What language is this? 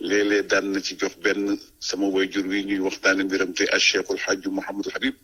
Wolof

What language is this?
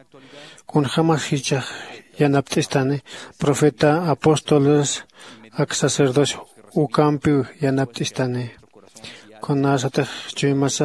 Aymara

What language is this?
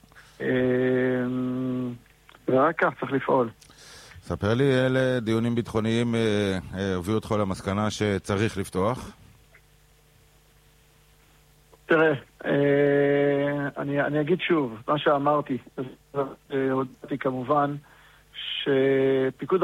Hebrew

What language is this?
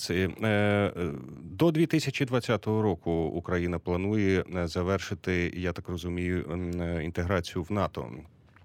Ukrainian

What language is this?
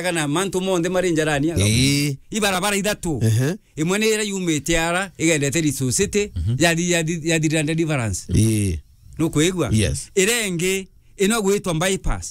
Meru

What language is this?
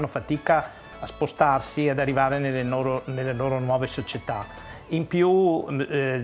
Italian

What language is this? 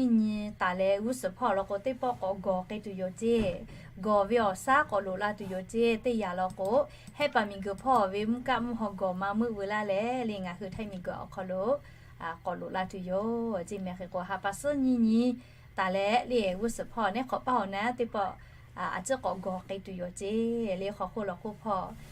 Lahu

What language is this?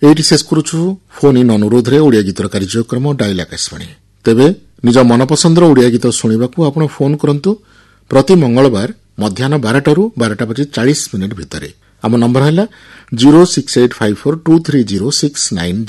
Odia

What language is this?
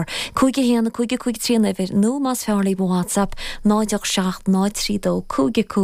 Irish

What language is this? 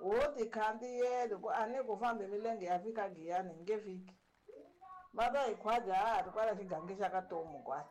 Tsonga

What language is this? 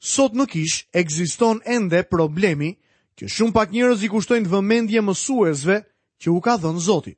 Albanian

